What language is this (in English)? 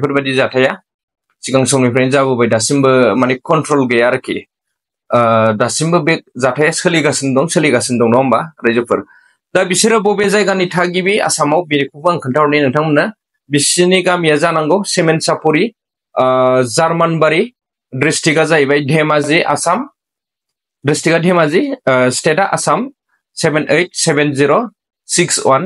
Bodo